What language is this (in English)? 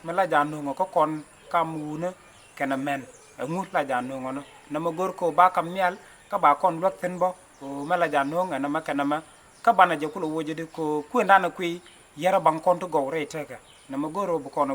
Nuer